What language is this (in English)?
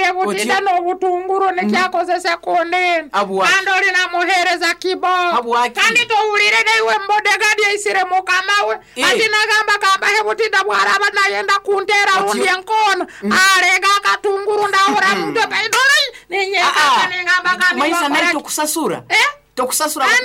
Nyoro